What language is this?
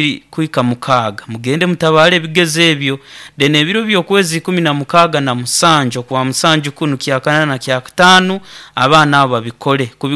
Nyoro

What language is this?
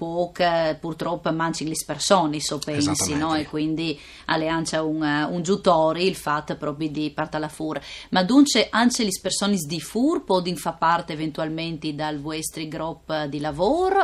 Friulian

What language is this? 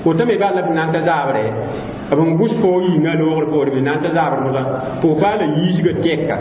Mossi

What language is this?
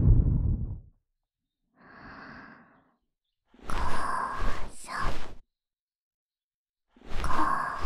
Japanese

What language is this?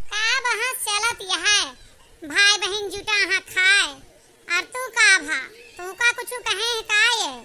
Awadhi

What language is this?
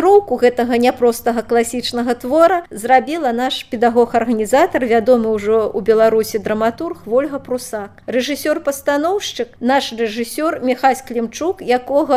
Belarusian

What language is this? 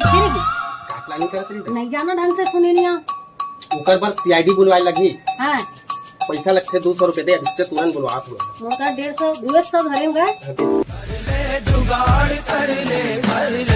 Chhattisgarhi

